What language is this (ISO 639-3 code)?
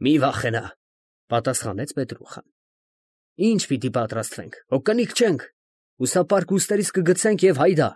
hye